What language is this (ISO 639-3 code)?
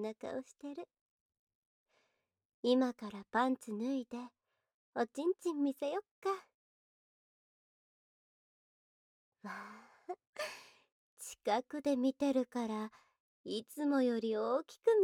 jpn